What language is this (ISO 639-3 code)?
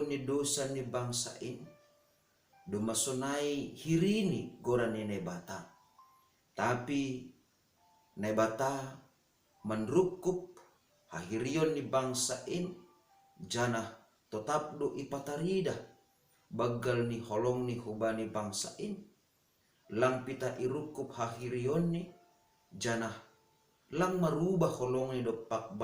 bts